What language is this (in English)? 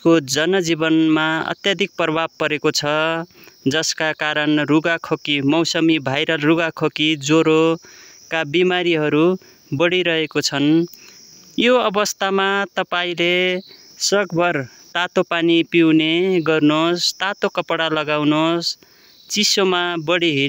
Nepali